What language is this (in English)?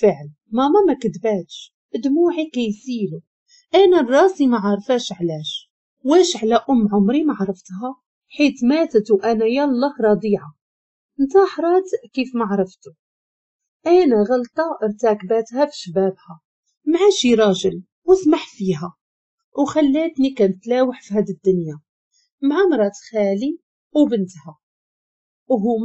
Moroccan Arabic